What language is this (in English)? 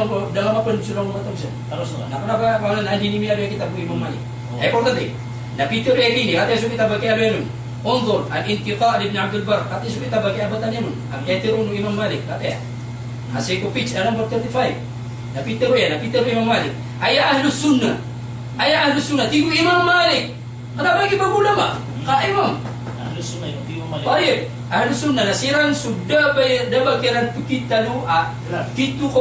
Maranao